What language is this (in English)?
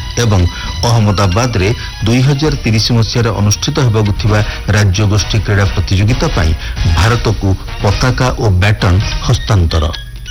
Odia